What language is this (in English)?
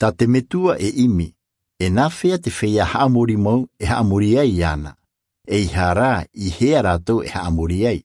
Tahitian